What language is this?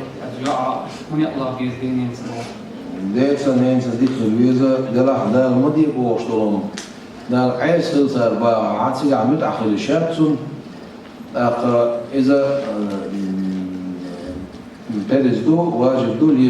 Chechen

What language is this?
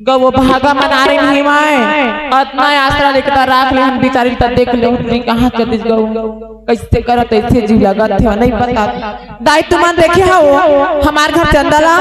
Chhattisgarhi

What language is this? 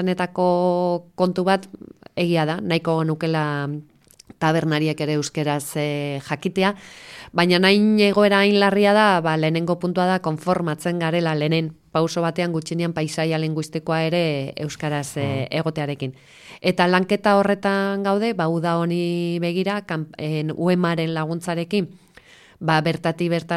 Basque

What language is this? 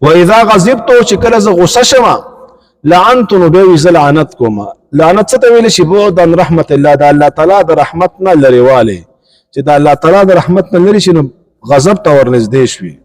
Pashto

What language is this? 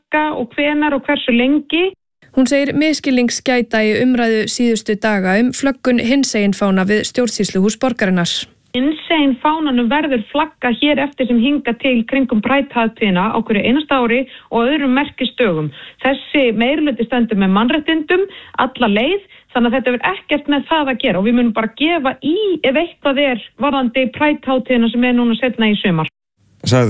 Icelandic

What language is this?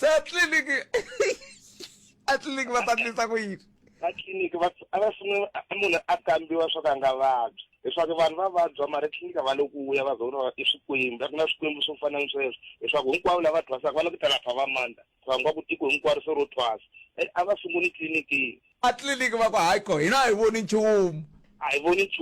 Tsonga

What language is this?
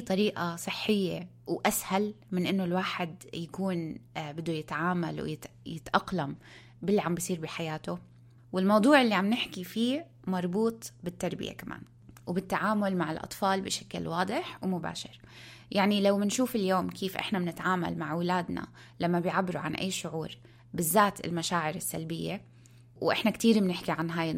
North Levantine Arabic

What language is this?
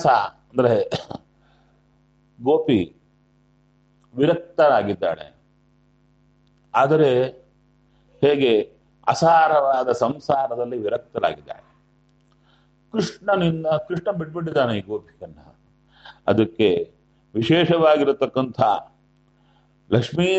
Kannada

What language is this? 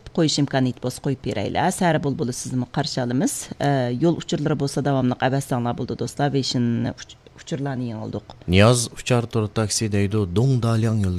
Uyghur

